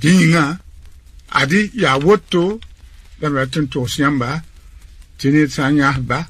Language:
Mossi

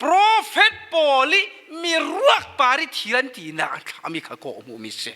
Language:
Falam Chin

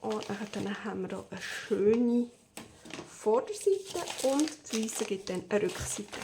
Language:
Swiss German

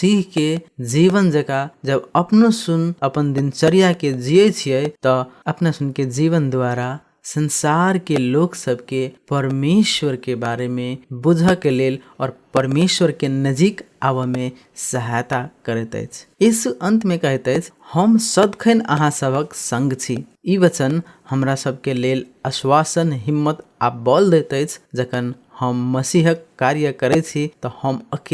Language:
Maithili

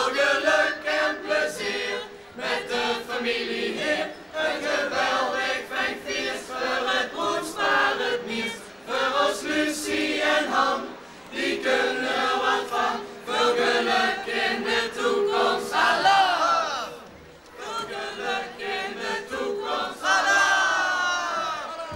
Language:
Dutch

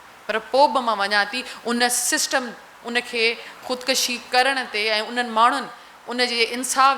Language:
Sindhi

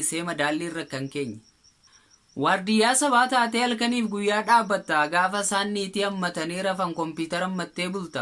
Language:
Oromo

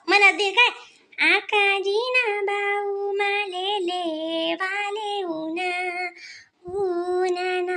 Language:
Khandesi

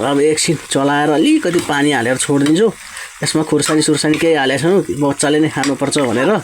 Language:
Nepali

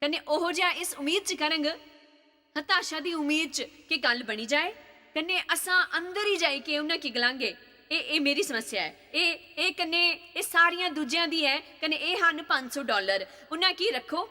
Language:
Dogri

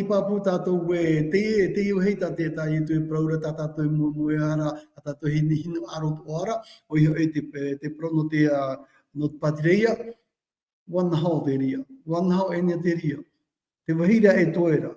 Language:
Tahitian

